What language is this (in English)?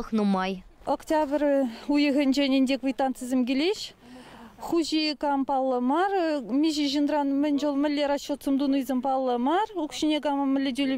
Chuvash